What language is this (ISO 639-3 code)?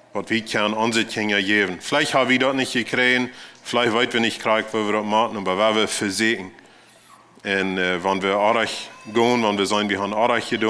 pdt